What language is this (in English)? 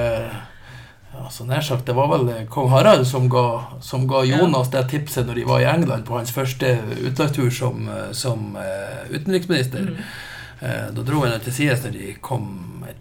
Norwegian